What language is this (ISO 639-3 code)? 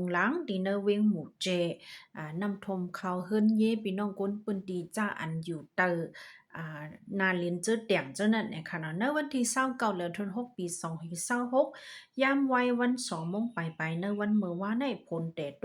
shn